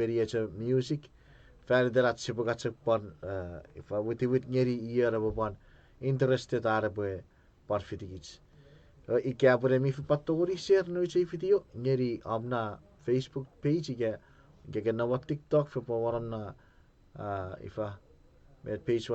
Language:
Chuukese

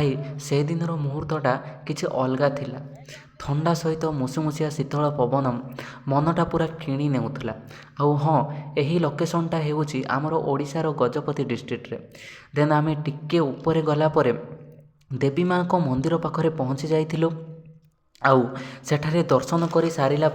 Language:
Odia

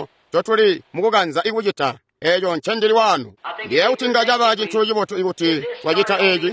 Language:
Tonga (Zambia)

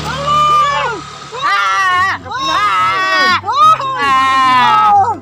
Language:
Achinese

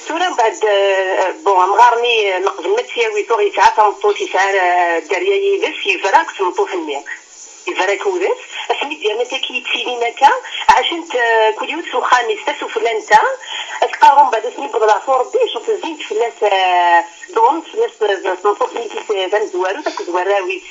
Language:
Kabyle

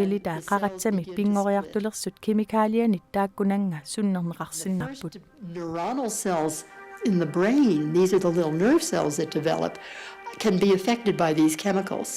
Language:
Kalaallisut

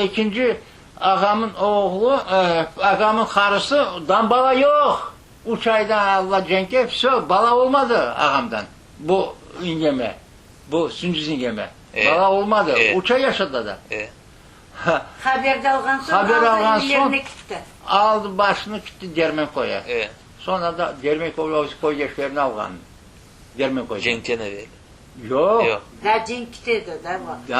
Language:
Crimean Tatar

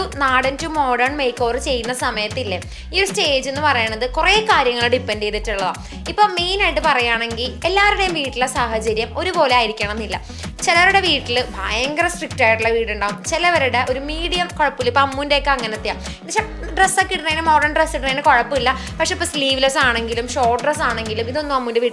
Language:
Malayalam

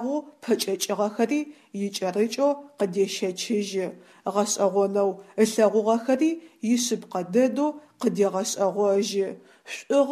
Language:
Adyghe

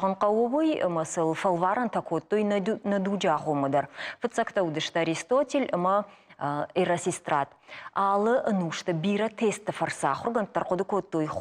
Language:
Ossetic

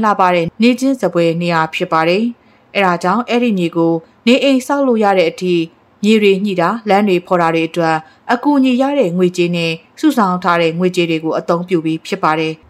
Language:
Burmese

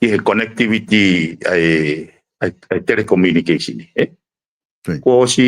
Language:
Tongan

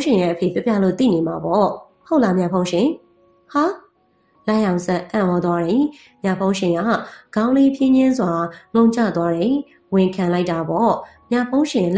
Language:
Burmese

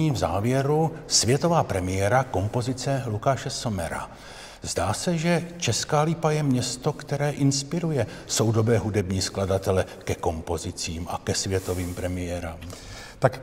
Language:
Czech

